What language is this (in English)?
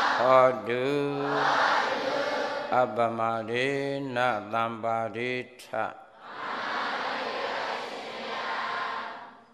Burmese